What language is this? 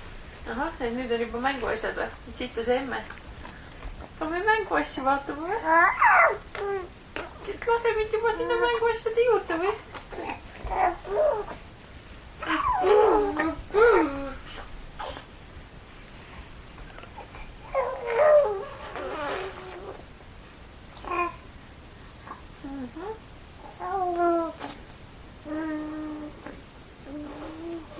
Estonian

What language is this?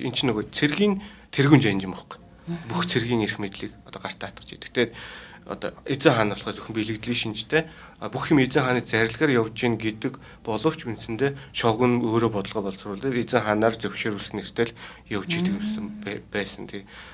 Mongolian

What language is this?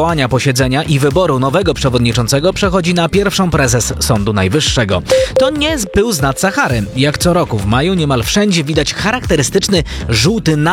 Polish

